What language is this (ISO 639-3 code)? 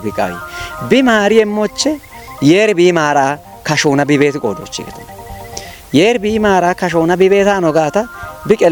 kbr